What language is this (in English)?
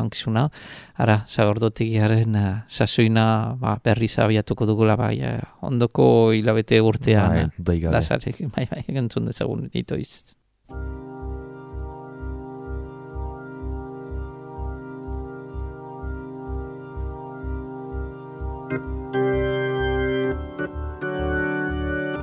Basque